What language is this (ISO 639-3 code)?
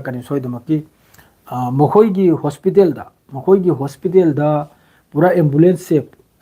mni